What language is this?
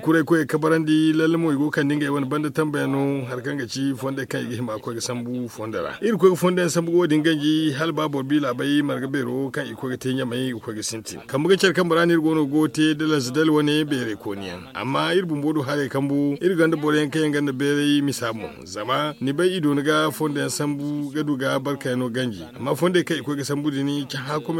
Zarma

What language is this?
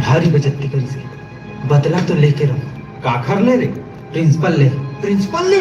Chhattisgarhi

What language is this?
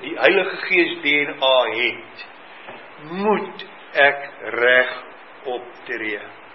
Afrikaans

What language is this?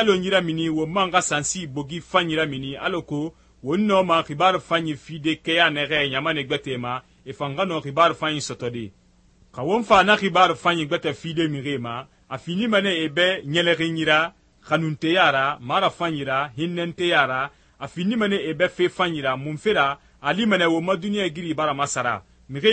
Susu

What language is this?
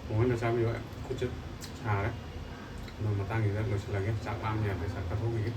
Manipuri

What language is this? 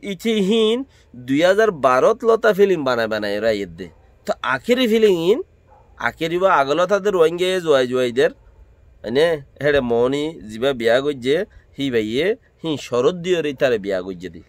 Rohingya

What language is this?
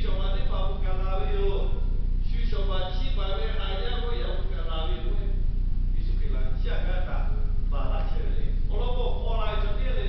Lahu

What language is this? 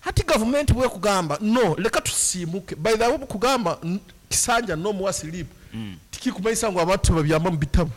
Nyankole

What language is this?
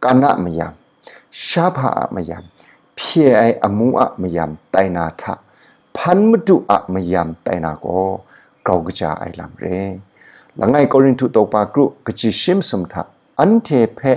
Kachin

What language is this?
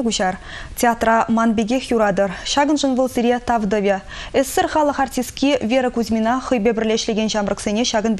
Chuvash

